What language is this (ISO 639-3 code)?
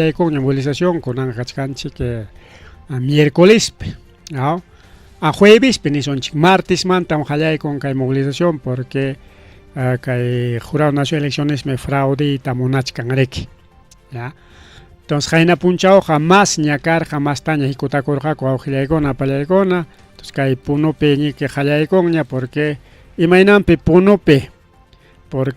quy